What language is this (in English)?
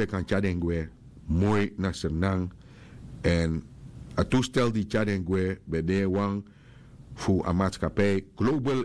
Sranan Tongo